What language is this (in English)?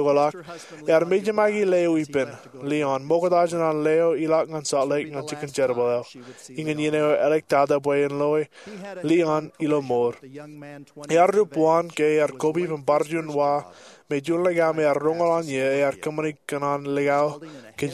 Marshallese